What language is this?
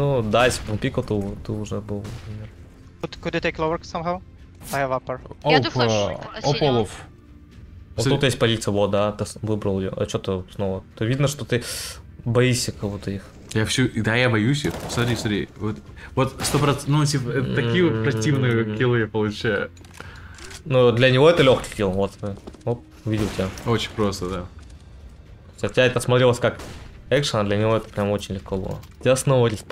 Russian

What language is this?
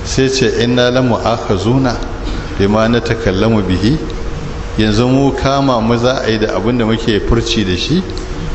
Hausa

